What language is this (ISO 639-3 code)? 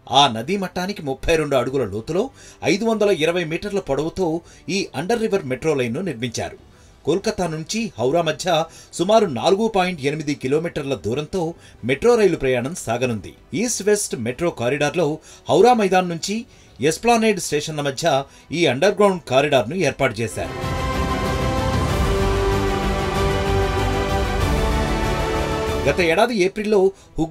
tel